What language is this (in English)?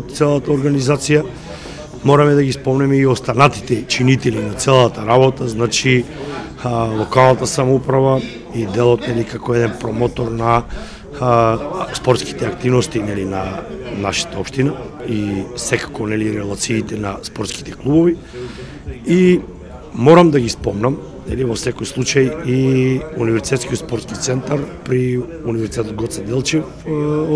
Macedonian